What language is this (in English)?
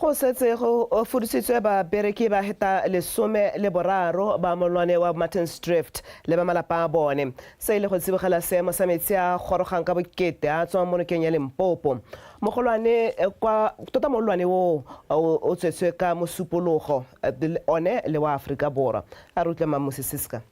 Tswana